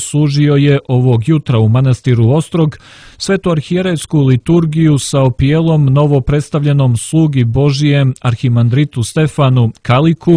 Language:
Serbian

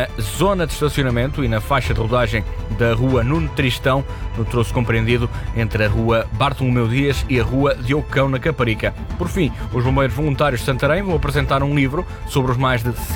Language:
Portuguese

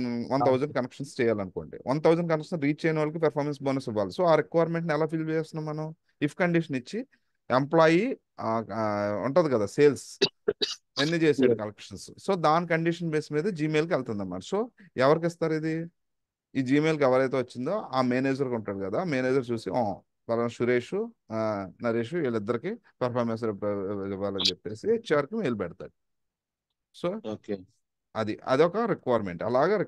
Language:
Telugu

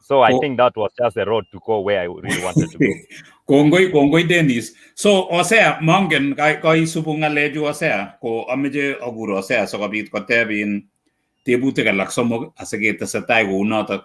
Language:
Kalenjin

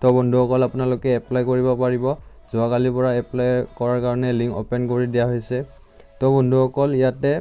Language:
Assamese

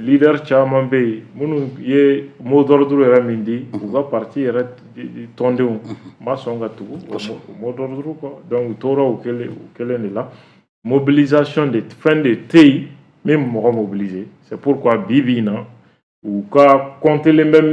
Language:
Bambara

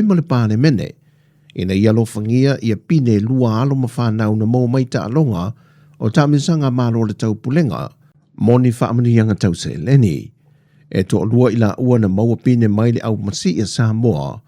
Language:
Samoan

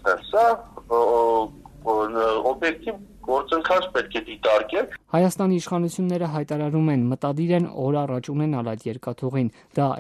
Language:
Armenian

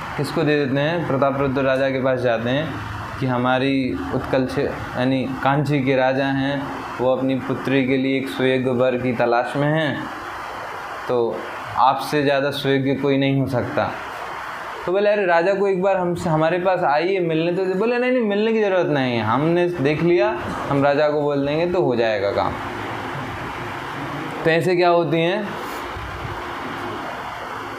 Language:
Hindi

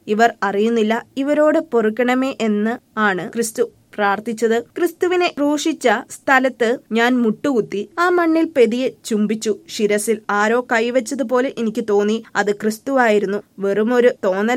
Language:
Malayalam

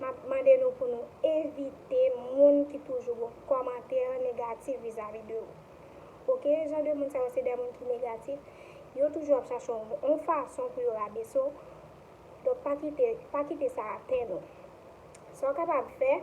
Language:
Haitian Creole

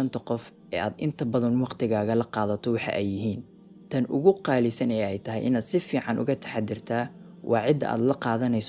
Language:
Somali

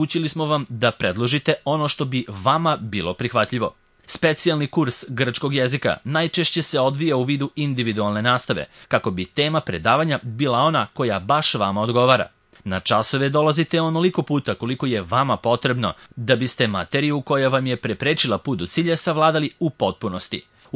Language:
Serbian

